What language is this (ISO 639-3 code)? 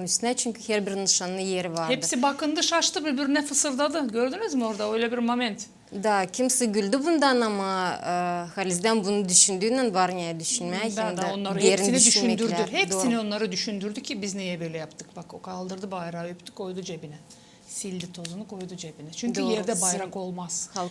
gag